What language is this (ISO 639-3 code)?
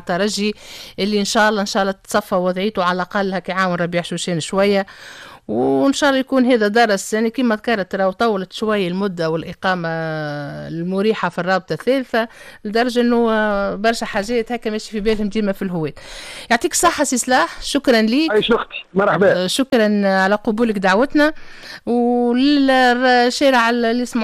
aeb